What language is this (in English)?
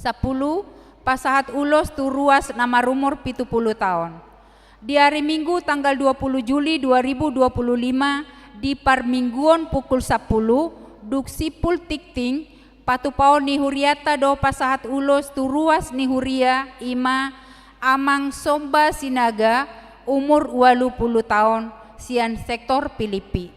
Batak Toba